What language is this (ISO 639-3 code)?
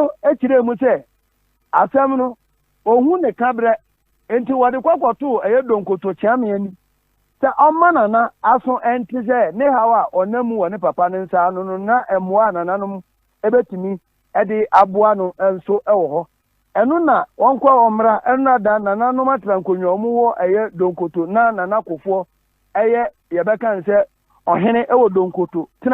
aka